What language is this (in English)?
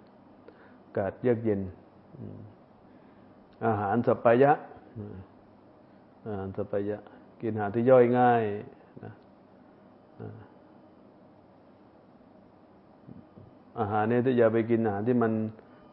Thai